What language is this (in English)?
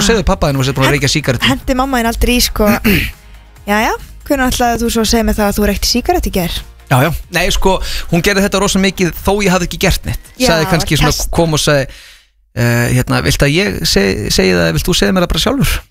Icelandic